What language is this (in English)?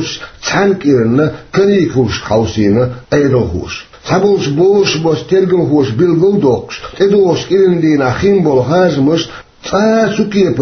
Chechen